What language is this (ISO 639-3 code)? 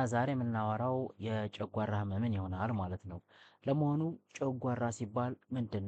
amh